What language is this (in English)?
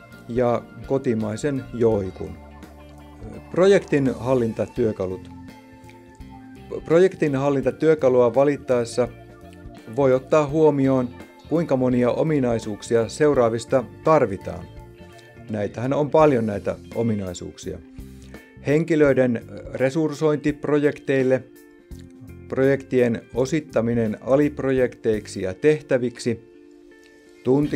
Finnish